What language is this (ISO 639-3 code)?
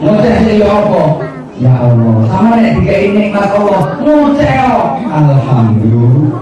jav